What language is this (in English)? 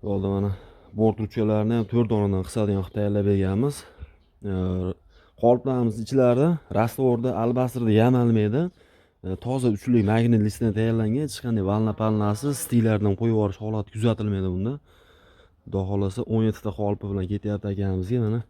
Uzbek